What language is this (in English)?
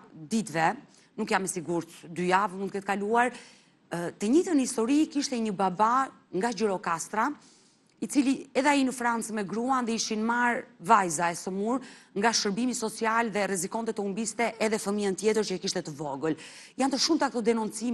Albanian